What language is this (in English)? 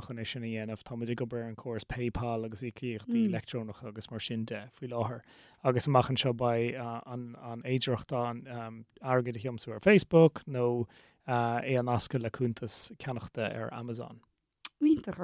Irish